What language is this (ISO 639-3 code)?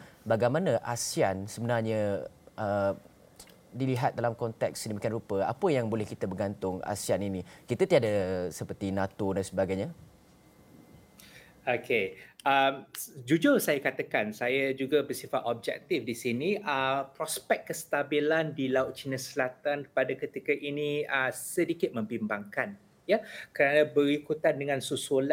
msa